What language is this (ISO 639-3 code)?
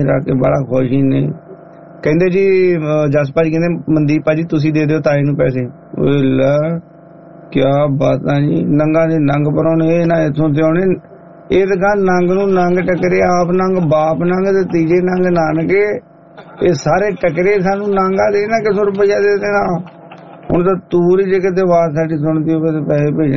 pan